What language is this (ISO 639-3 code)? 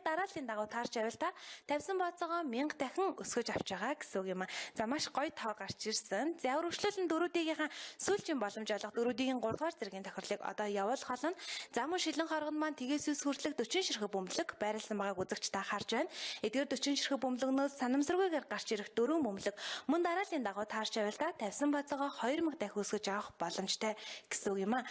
mon